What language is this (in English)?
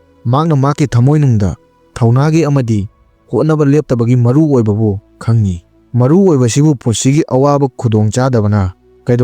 Manipuri